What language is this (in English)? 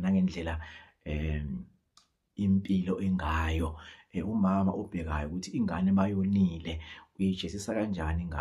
Zulu